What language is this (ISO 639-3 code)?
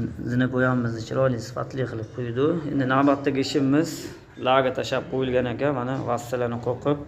uzb